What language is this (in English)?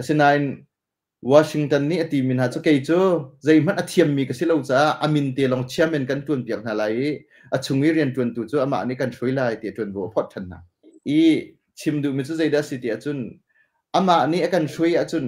Hakha Chin